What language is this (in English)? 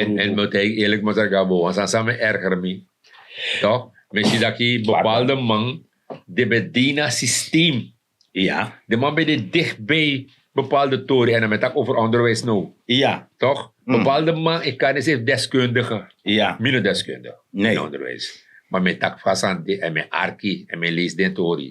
Sranan Tongo